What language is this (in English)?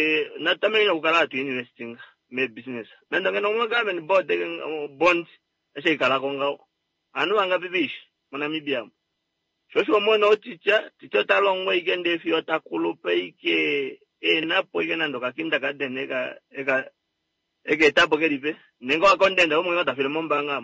Kuanyama